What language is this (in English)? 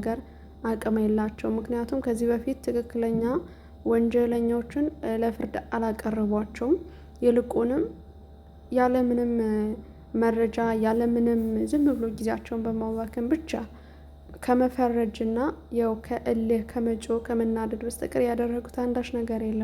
Amharic